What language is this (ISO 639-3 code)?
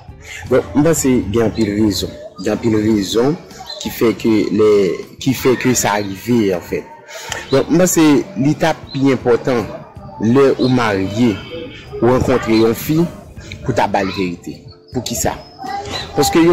hat